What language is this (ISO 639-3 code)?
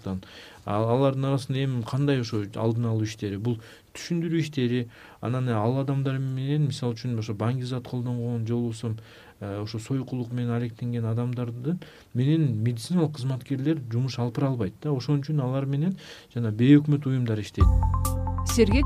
kir